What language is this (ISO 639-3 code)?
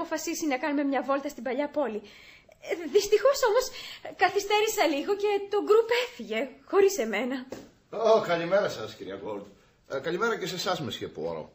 ell